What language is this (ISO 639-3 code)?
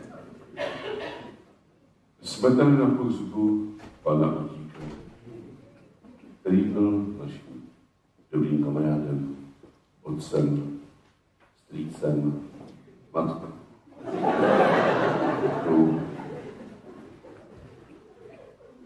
ces